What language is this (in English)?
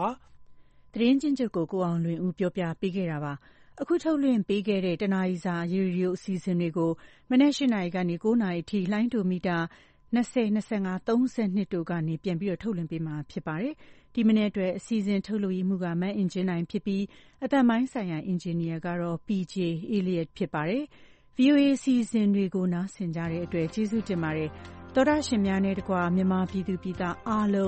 Burmese